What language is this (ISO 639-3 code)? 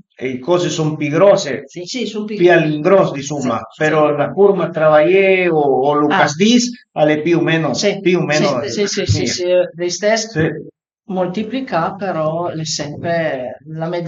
pms